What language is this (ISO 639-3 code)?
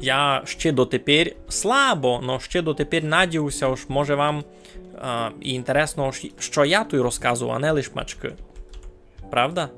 rue